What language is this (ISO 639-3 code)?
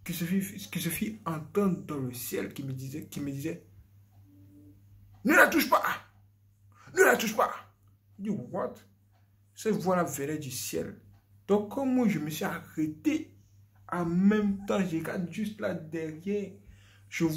fra